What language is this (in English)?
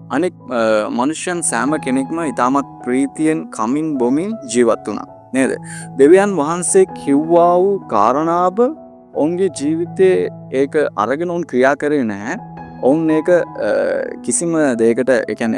Sinhala